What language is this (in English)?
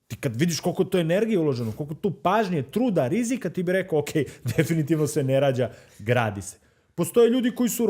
Macedonian